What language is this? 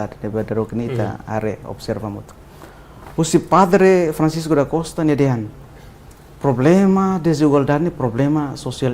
Tetum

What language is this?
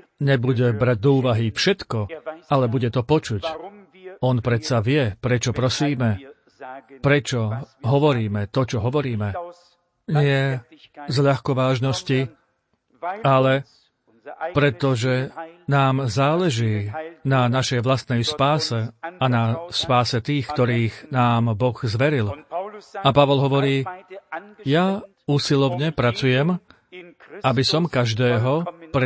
Slovak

